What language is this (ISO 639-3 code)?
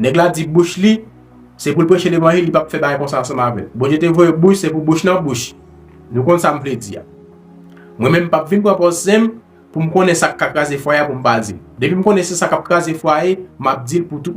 hat